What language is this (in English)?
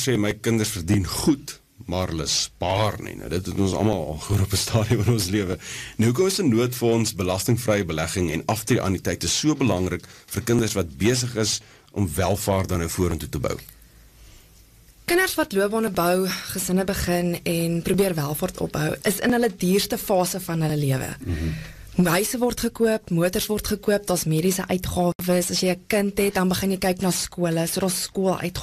Afrikaans